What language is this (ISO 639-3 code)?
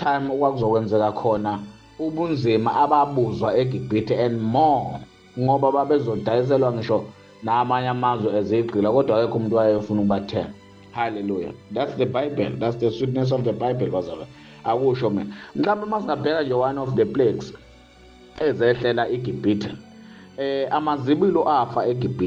zul